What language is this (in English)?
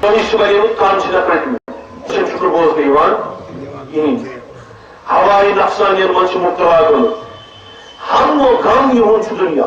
Kashmiri